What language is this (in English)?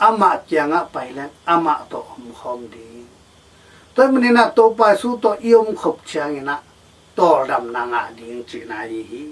Tedim Chin